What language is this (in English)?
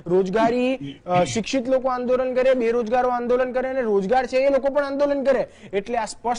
Gujarati